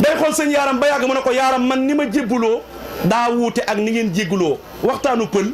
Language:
Wolof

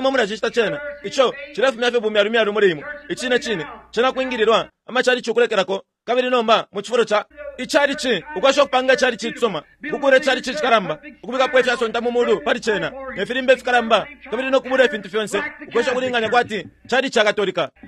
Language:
Bemba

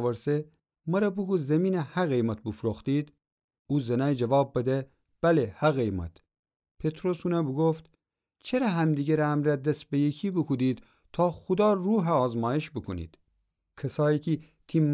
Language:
Gilaki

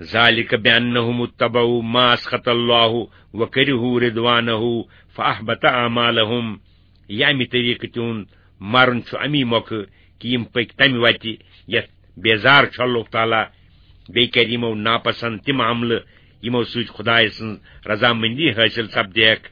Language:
Kashmiri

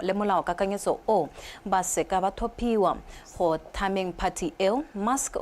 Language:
Tswana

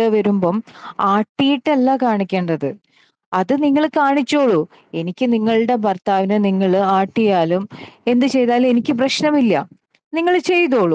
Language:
Malayalam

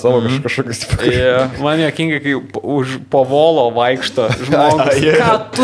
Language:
Lithuanian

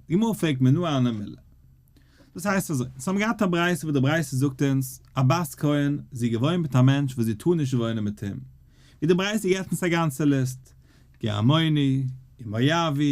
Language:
Yiddish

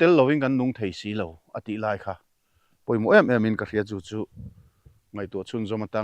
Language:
Mizo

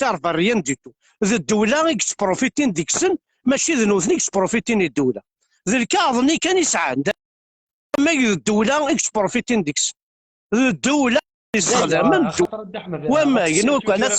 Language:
Kabyle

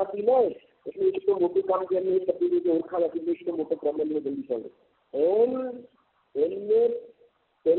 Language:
Gujarati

